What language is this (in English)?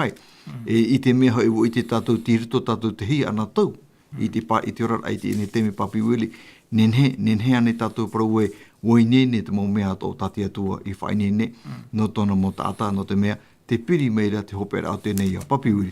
Tahitian